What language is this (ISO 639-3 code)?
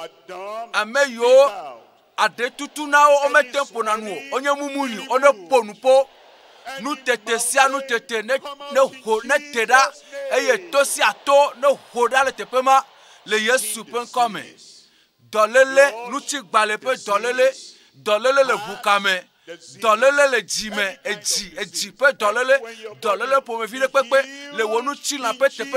ewe